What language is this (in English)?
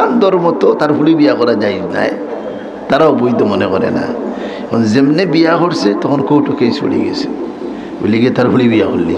Sylheti